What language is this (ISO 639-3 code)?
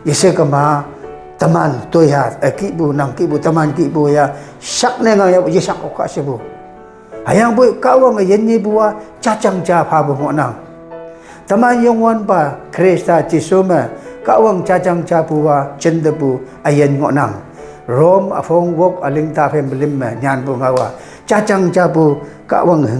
nbe